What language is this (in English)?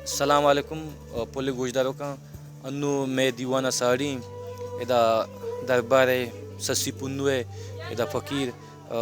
Baluchi